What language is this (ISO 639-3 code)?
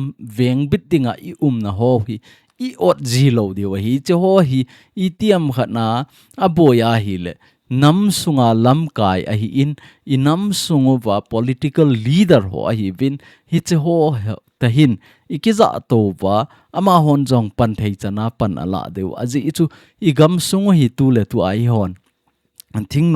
tcz